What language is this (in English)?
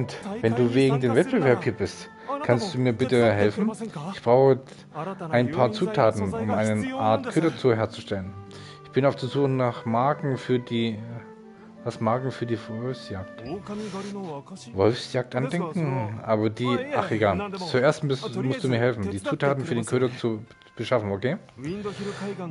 German